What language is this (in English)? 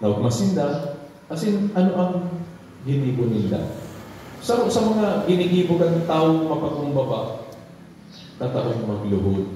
Bikol